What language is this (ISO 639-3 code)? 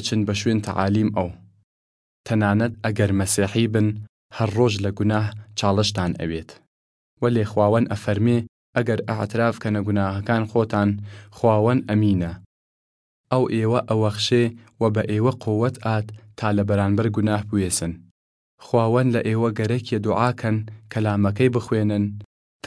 sdh